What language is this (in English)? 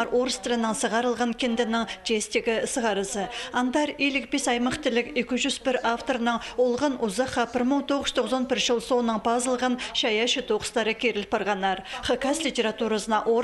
Khakas